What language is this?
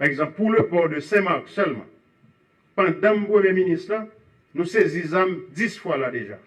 Haitian Creole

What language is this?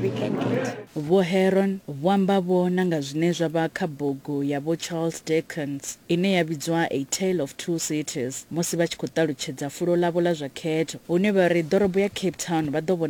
Venda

